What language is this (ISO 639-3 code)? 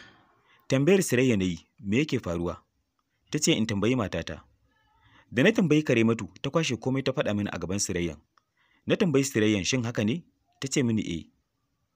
hau